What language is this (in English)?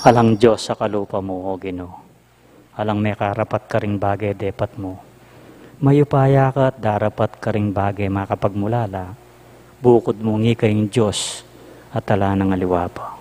Pampanga